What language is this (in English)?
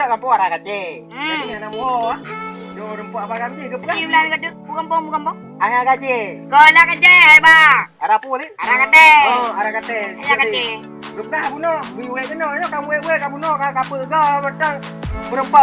Achinese